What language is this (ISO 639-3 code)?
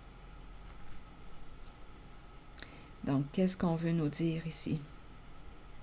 fra